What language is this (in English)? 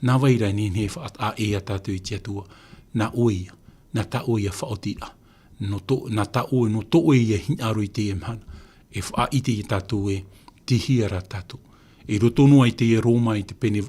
Tahitian